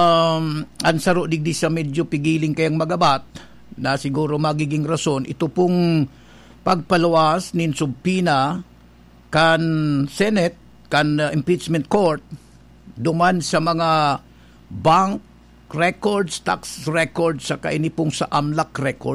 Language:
Bikol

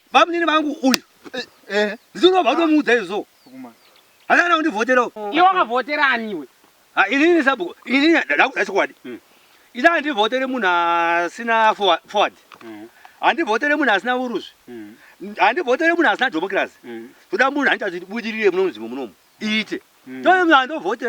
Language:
Shona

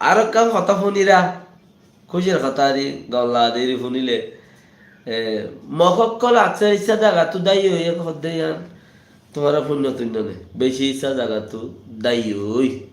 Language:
Rohingya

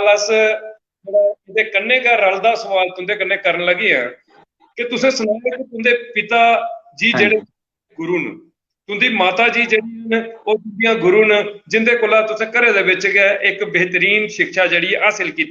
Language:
Dogri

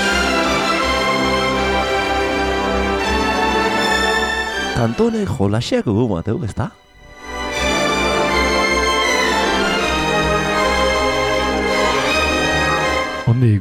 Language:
Basque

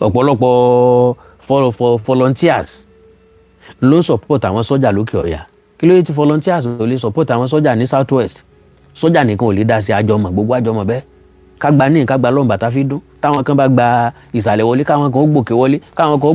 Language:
Yoruba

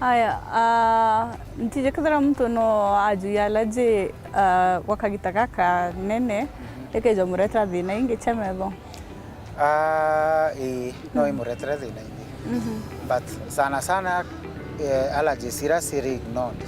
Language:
Meru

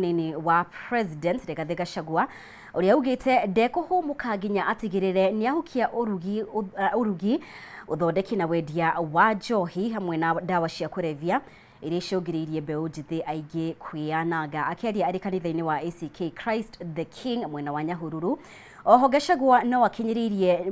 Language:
Kikuyu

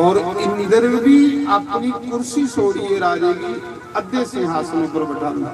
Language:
Dogri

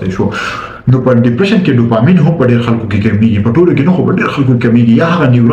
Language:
Pashto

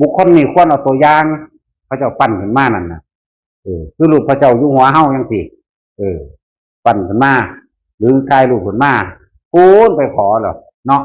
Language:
Northeastern Thai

